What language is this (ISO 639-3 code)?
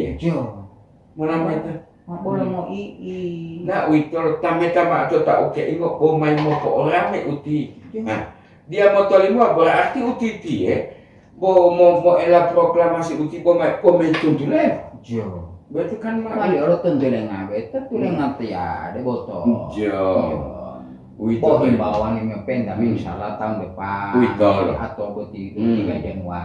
gor